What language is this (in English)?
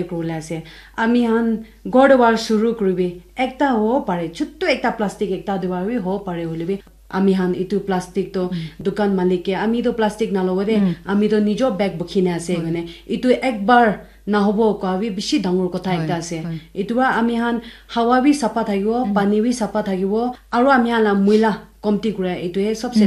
Naga Pidgin